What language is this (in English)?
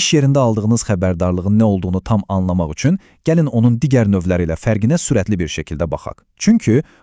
Azerbaijani